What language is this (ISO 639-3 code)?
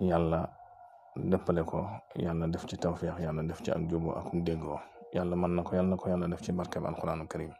wol